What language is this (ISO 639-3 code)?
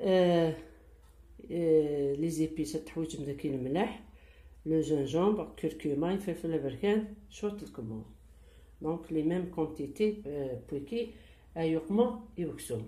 kab